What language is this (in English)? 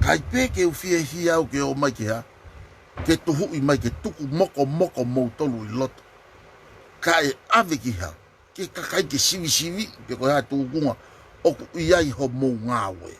Tongan